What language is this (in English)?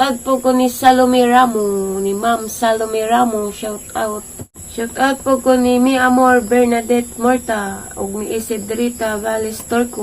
Cebuano